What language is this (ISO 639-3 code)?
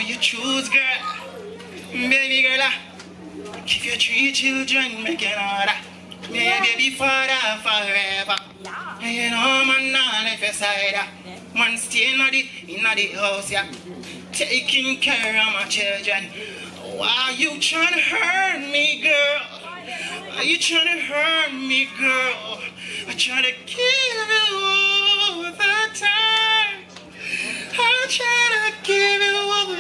jam